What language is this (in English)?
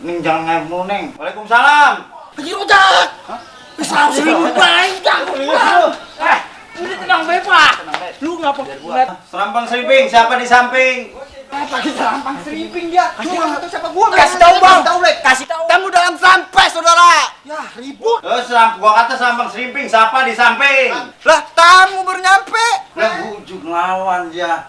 Betawi